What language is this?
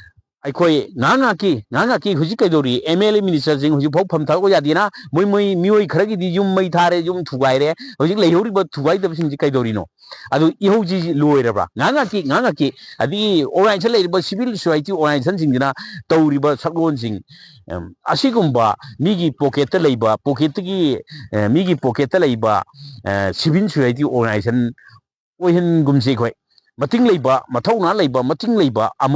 Manipuri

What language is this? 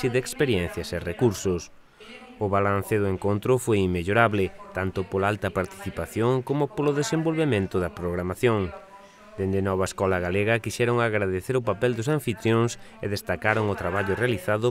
Galician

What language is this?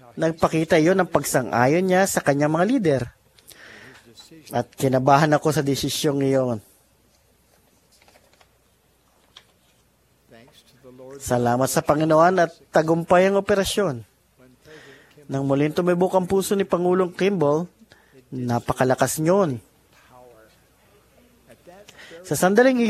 Filipino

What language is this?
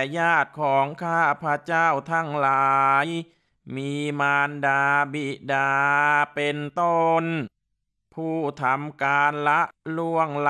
Thai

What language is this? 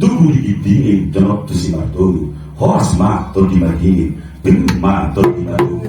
Batak Toba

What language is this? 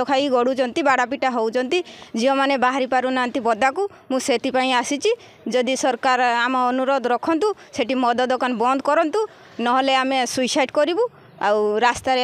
Odia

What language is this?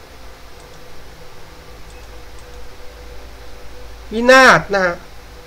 Thai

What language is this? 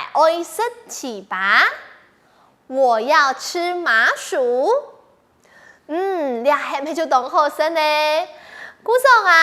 Hakka Chinese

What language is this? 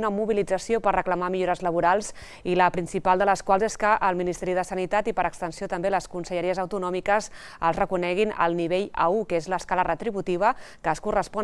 Catalan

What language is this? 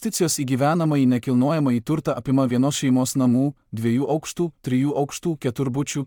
Lithuanian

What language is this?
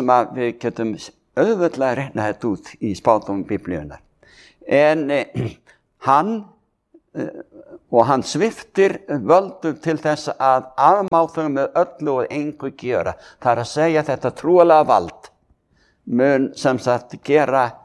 Icelandic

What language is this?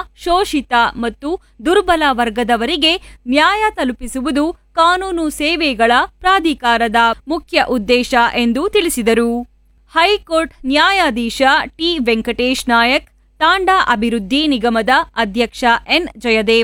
Kannada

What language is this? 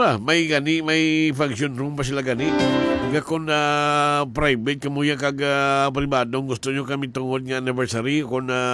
Hiligaynon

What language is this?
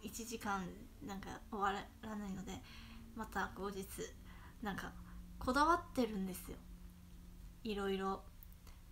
Japanese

